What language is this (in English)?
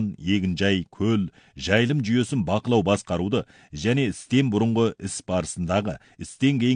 Kazakh